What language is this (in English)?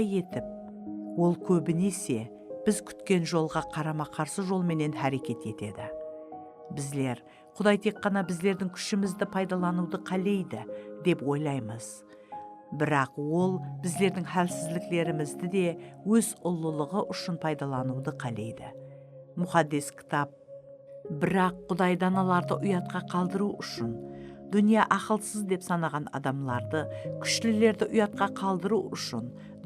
Kara-Kalpak